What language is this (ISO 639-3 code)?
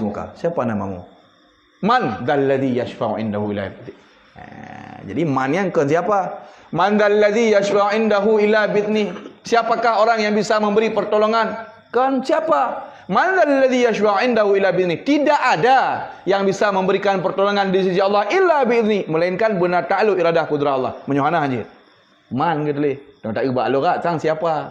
ace